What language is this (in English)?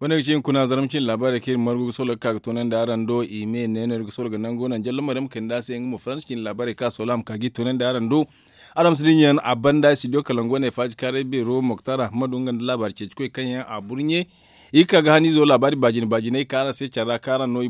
Zarma